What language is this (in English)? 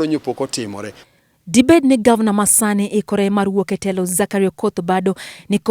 Luo (Kenya and Tanzania)